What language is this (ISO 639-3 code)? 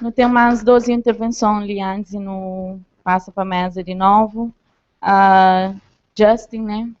kea